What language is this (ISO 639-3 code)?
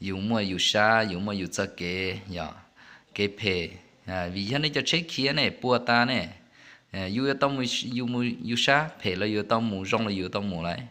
hmn